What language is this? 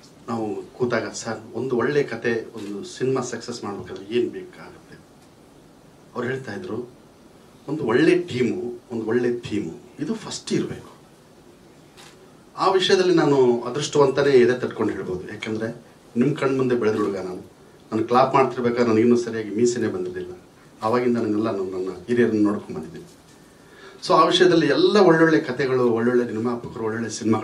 Kannada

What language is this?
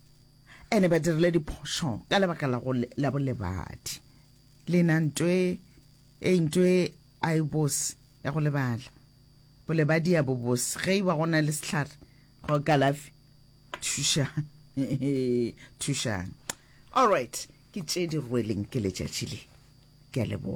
Northern Sotho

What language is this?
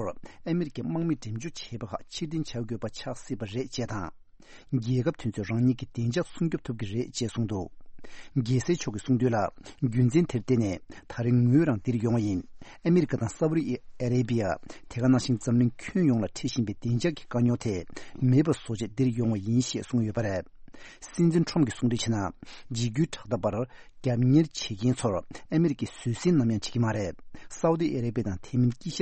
Tibetan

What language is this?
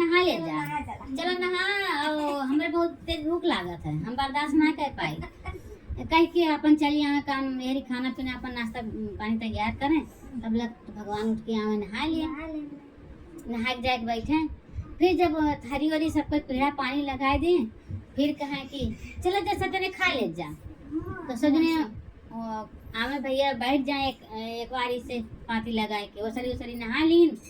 Awadhi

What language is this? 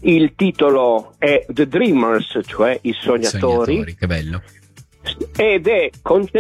Italian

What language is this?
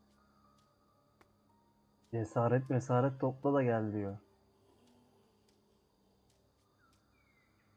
Turkish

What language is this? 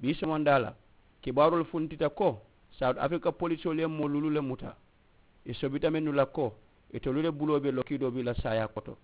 Mandingo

